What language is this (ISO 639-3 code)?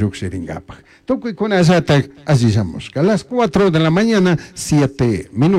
qug